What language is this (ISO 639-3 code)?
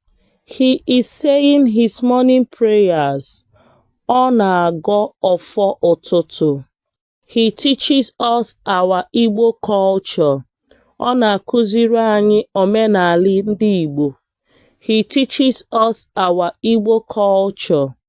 ibo